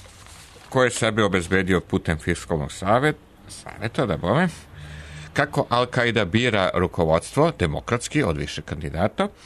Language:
Serbian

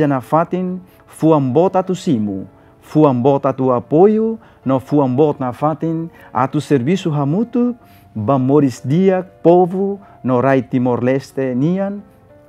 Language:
Tetum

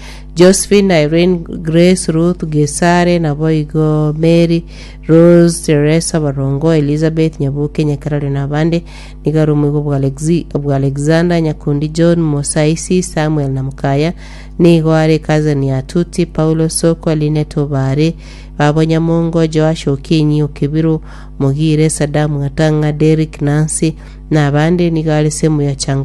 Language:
Gusii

